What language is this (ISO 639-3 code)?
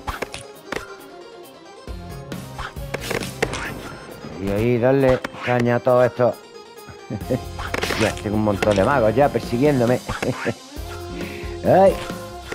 spa